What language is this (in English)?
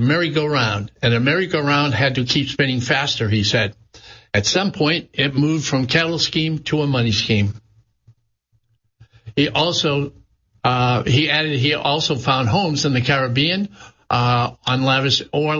English